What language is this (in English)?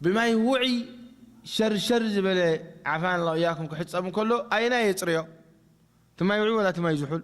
Tigrinya